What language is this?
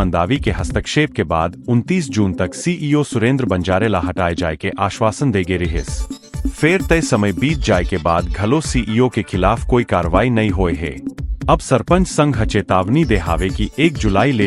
Chhattisgarhi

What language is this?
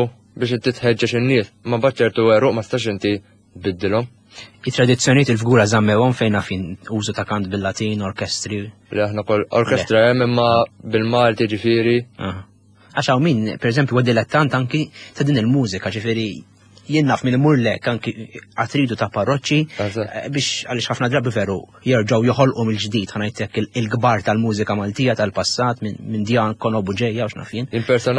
Maltese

